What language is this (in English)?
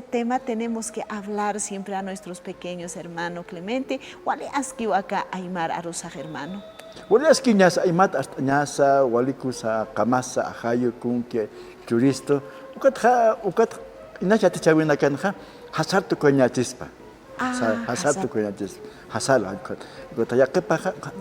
Aymara